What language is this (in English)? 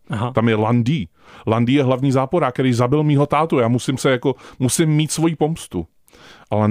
Czech